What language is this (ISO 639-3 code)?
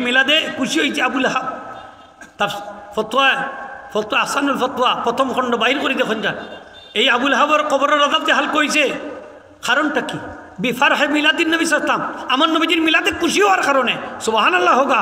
syl